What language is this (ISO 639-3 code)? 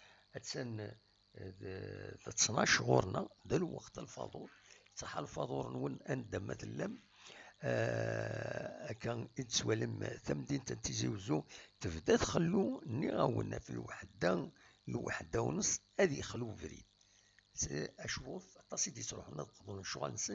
kab